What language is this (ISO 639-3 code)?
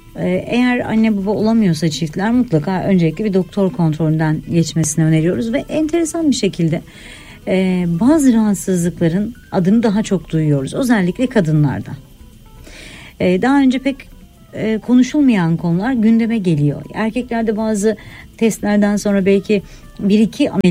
tur